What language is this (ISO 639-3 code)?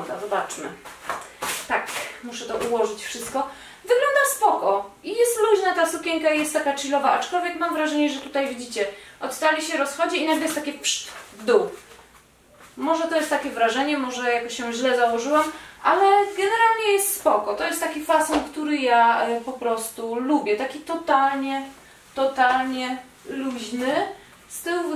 pol